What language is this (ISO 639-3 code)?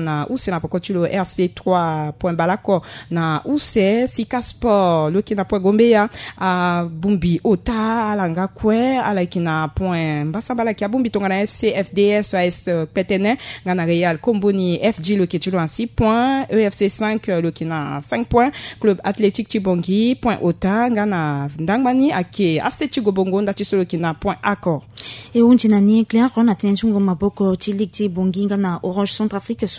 sag